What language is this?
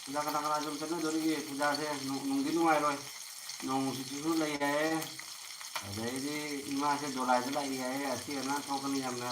Manipuri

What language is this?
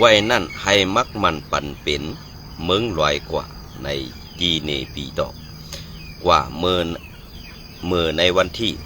Shan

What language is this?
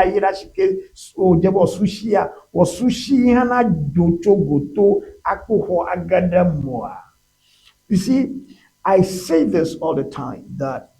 Ewe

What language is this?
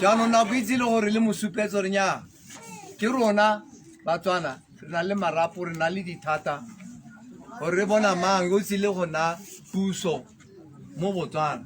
Tswana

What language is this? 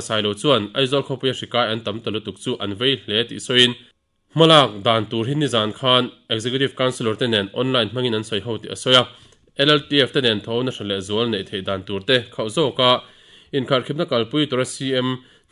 Mizo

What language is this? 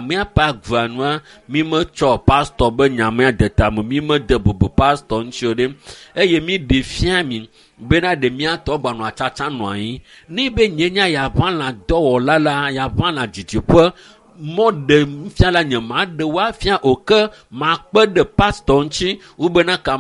Ewe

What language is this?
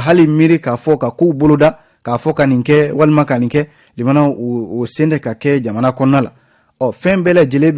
Bambara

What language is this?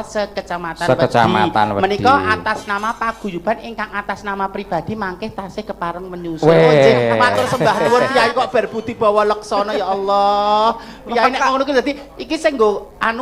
Javanese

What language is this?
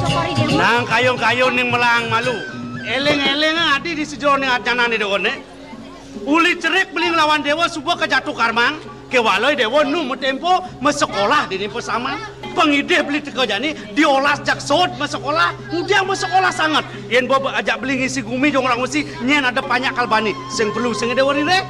Balinese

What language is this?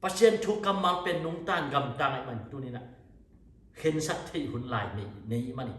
Tedim Chin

